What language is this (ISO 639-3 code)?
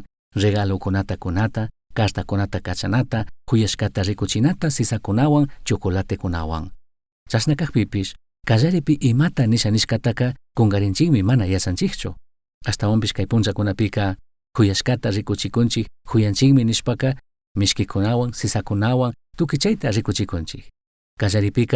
qug